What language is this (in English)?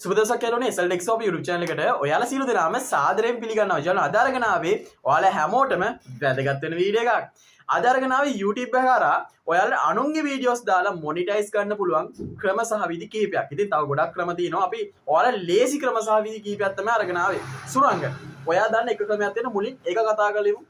Sinhala